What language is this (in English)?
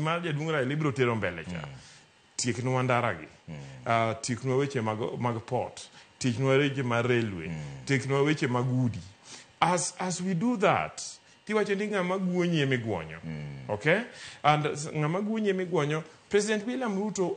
Luo (Kenya and Tanzania)